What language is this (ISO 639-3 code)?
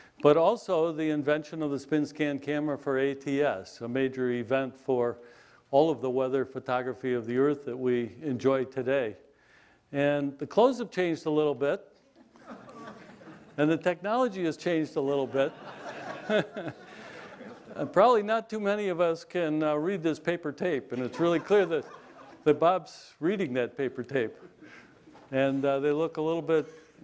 eng